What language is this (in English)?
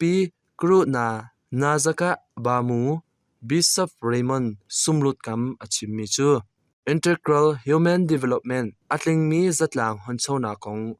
Hakha Chin